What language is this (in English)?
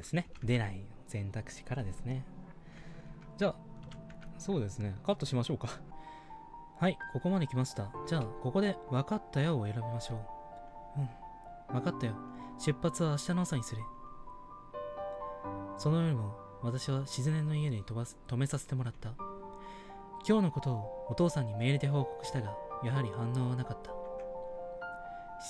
Japanese